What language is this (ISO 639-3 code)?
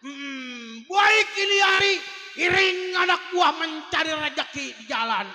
bew